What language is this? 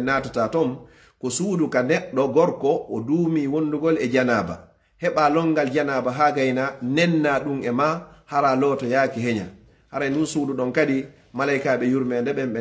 Pular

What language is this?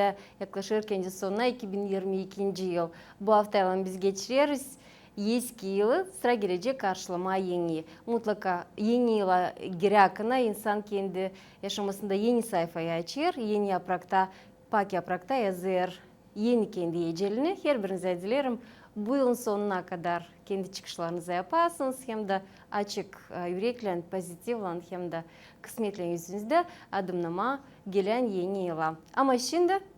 Gagauz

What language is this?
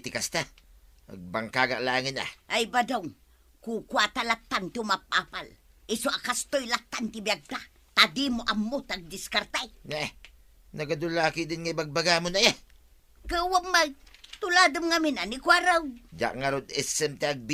Iloko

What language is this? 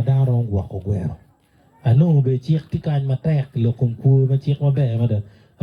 Acoli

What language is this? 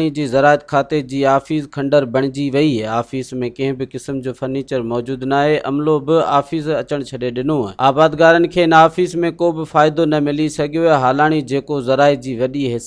Sindhi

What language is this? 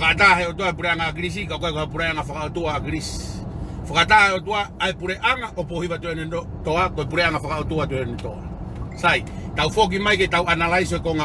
Tongan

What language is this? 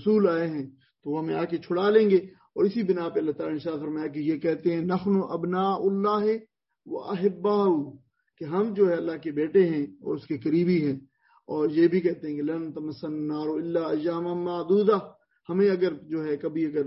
Urdu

